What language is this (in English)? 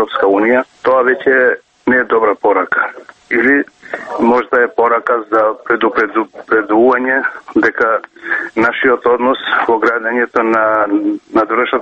Macedonian